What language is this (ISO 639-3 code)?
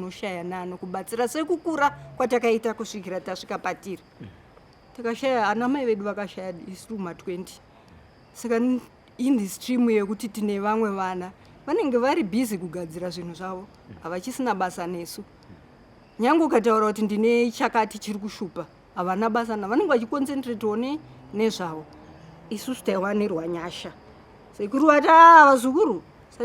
sna